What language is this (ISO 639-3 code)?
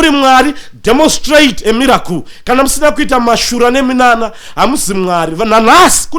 sna